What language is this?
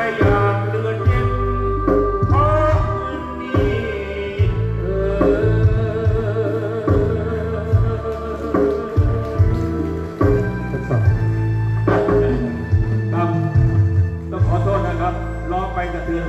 Thai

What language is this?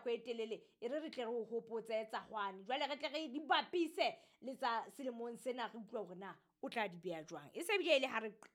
Southern Sotho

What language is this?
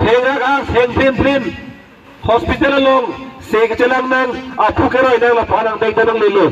Karbi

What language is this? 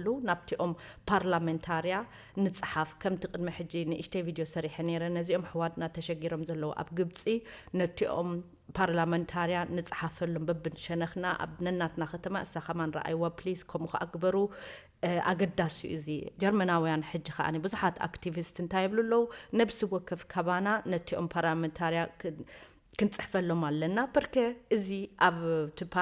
Tigrinya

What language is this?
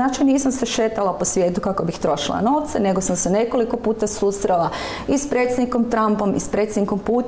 Croatian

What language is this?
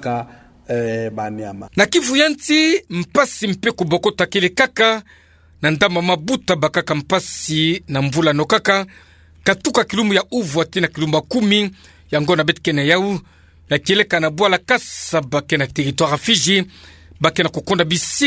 Kituba (Democratic Republic of Congo)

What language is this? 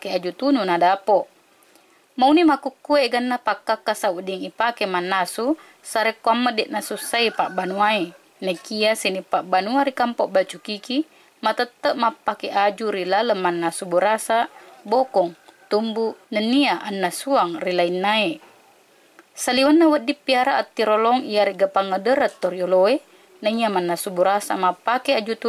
Buginese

